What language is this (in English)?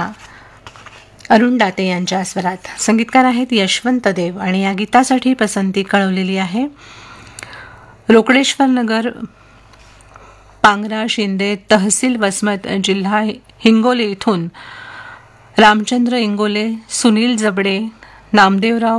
Marathi